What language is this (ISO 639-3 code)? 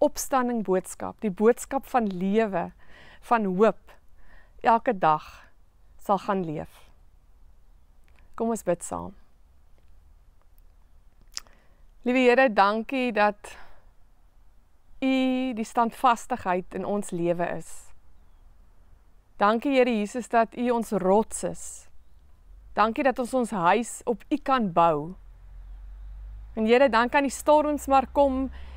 afr